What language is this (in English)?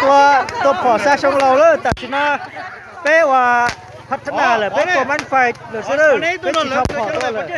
Hmong